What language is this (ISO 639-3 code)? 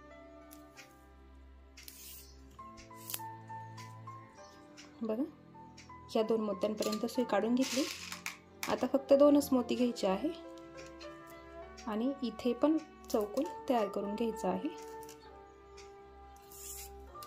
mar